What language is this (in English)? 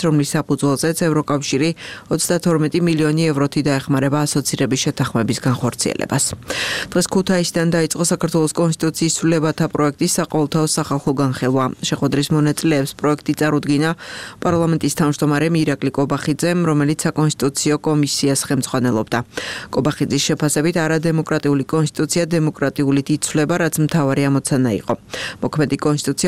Georgian